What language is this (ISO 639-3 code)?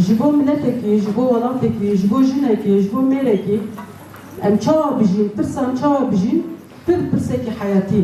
kur